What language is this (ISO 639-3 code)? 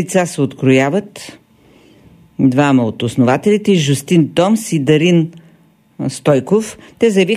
bul